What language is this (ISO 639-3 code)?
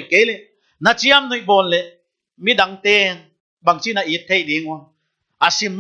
pck